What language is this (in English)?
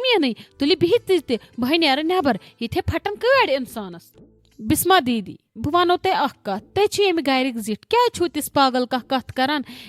Kashmiri